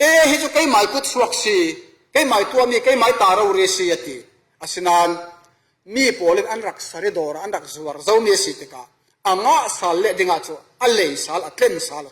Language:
Falam Chin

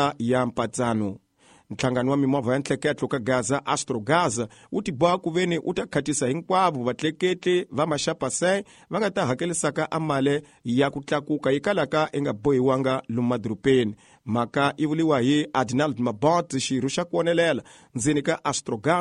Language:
Tsonga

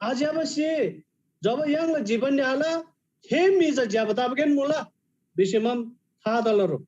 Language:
Eastern Tamang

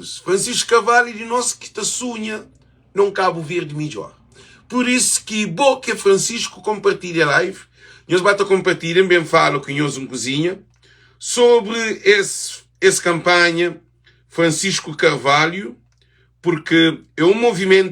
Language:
Kabuverdianu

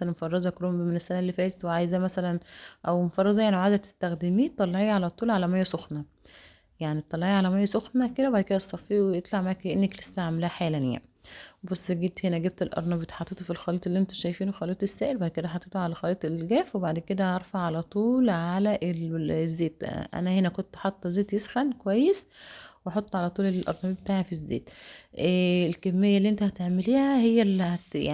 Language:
Egyptian Arabic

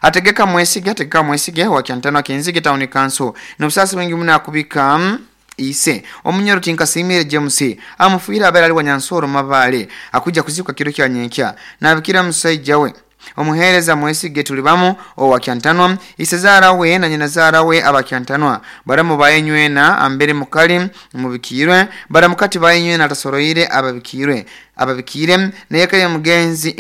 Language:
Nyoro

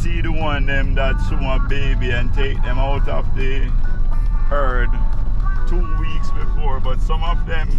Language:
Jamaican Creole English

